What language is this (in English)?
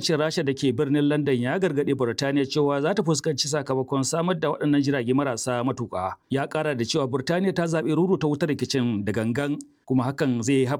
Hausa